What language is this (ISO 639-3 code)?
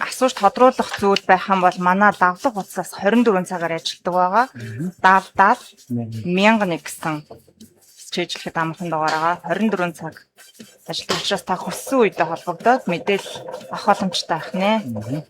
mon